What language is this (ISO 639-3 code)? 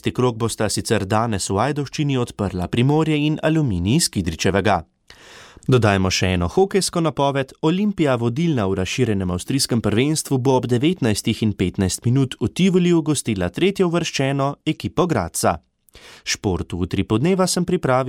slv